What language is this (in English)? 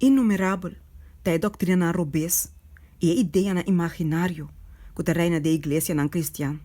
Papiamento